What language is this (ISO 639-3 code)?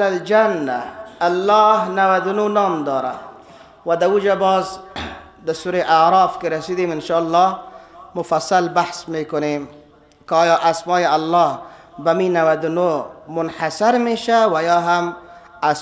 fas